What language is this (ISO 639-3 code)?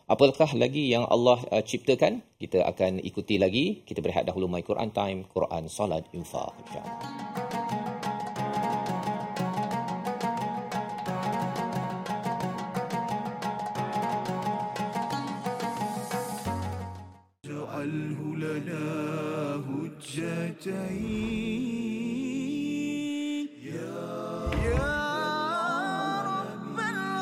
msa